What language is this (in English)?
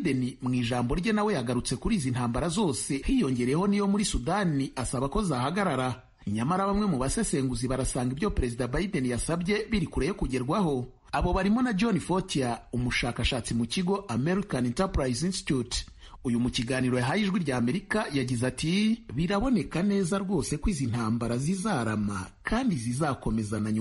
Kinyarwanda